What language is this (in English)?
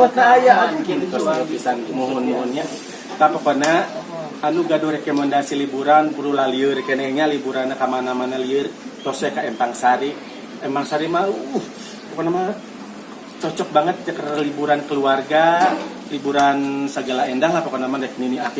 Sundanese